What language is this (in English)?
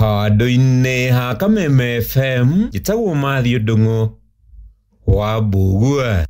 Kikuyu